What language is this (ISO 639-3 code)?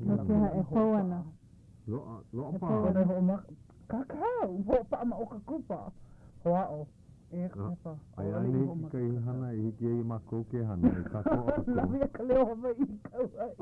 haw